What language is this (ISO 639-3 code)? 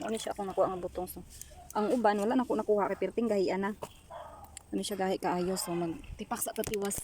ceb